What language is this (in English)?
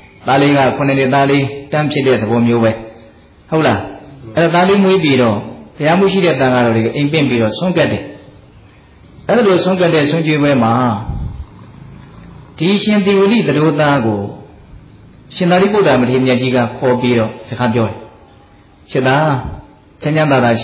Burmese